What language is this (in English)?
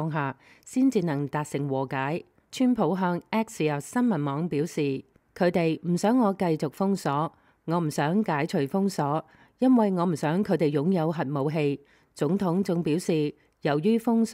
Cantonese